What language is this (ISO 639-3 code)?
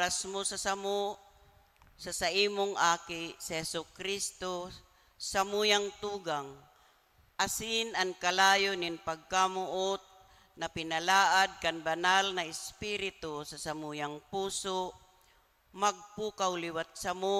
bik